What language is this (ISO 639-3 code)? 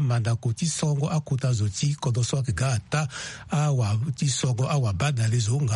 sag